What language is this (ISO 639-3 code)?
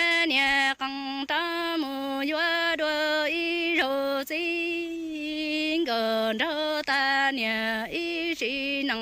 hmn